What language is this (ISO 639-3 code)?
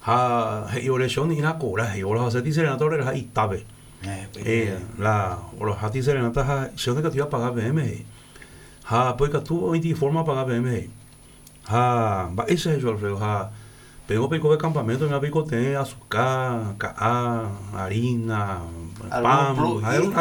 grn